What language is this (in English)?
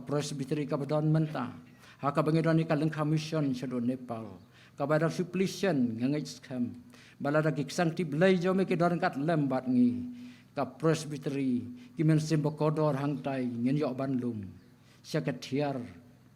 Khasi